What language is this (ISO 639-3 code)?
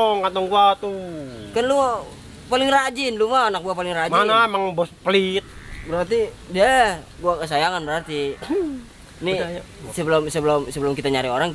bew